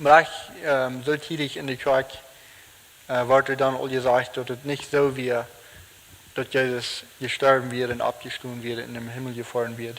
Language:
Plautdietsch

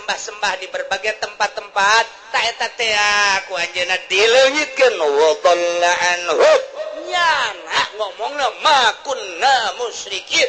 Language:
Sundanese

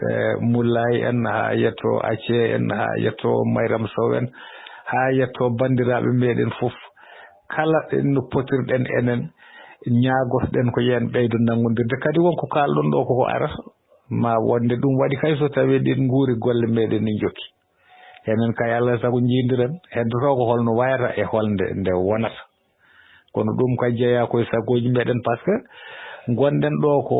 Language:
Fula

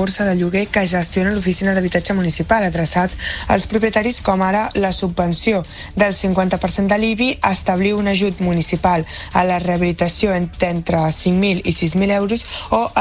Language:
Catalan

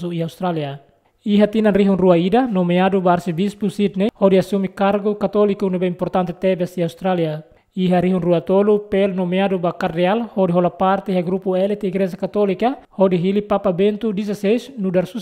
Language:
Tetum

